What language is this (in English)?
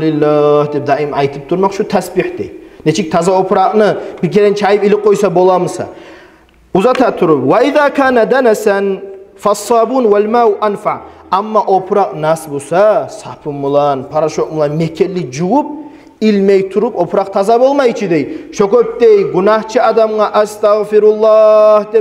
Kumyk